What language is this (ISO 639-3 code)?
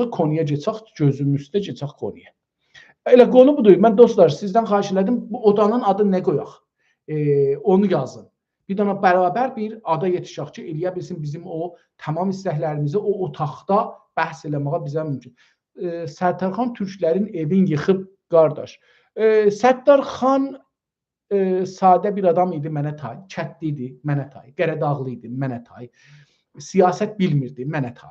azb